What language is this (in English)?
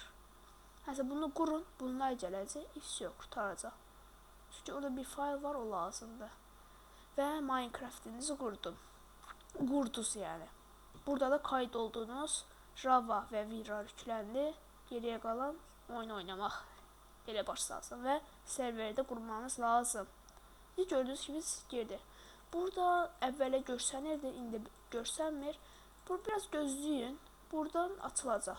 Azerbaijani